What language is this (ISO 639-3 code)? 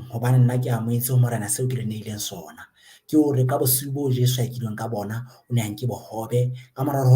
sot